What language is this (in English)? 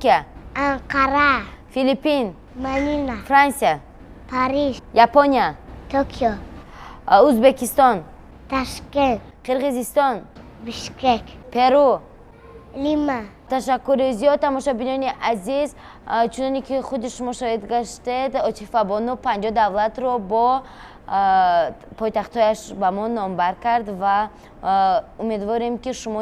Tajik